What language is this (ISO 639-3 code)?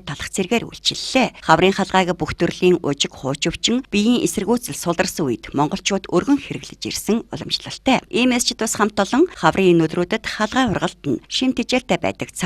mon